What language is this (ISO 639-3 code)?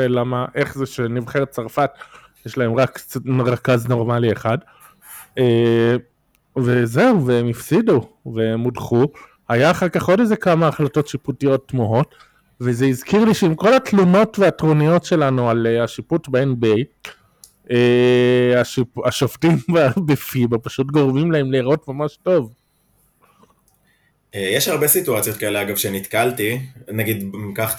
heb